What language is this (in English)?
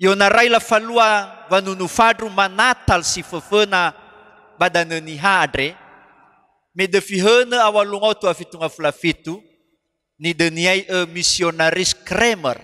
Nias